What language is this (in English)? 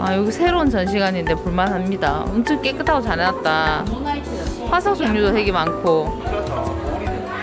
Korean